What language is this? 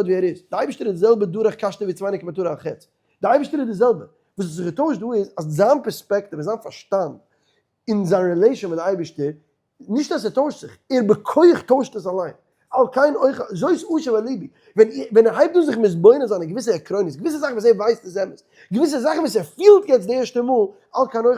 Yiddish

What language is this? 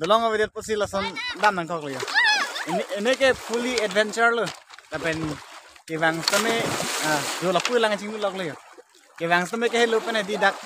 Karbi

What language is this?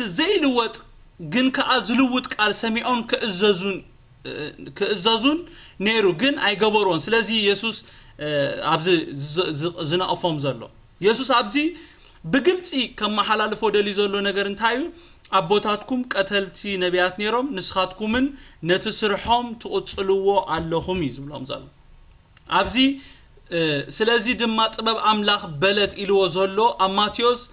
Tigrinya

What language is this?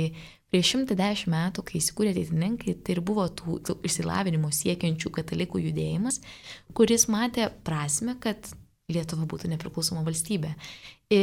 Lithuanian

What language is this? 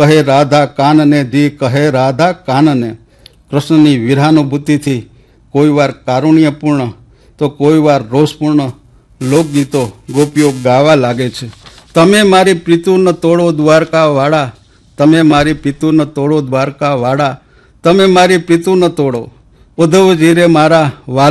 Gujarati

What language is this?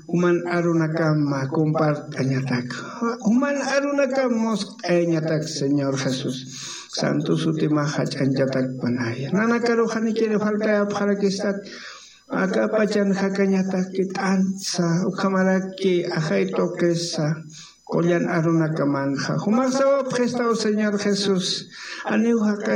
Aymara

